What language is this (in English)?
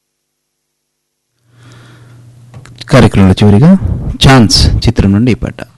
Telugu